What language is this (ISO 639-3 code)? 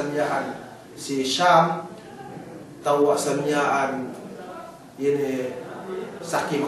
yka